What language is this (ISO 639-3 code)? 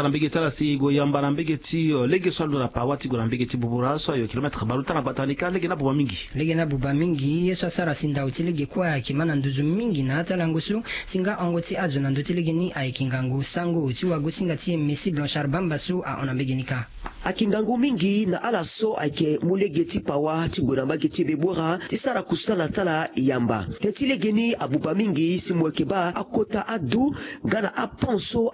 sag